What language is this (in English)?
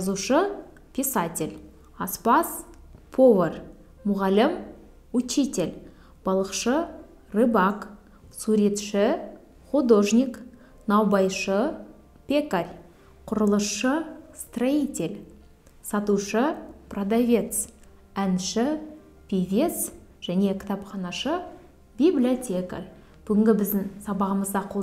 Kazakh